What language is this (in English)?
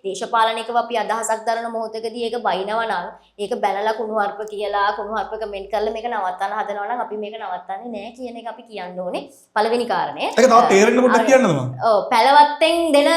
Sinhala